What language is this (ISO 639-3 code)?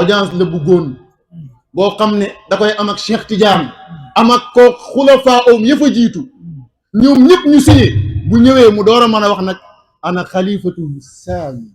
wol